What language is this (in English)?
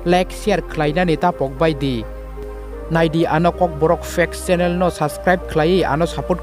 Kok Borok